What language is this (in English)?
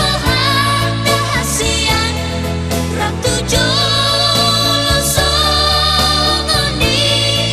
Batak Toba